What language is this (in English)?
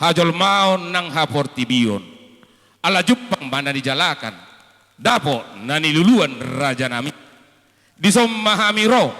Batak Toba